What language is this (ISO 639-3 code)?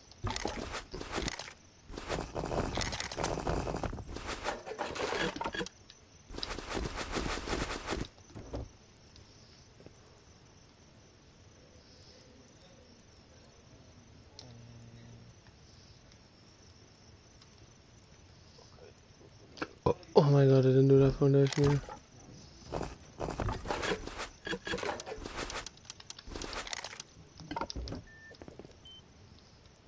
eng